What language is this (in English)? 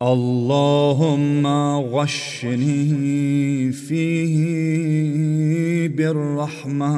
Azerbaijani